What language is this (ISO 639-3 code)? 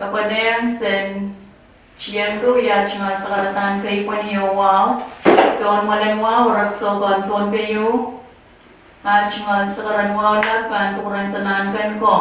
pon